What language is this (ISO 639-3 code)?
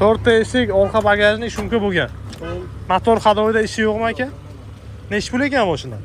uzb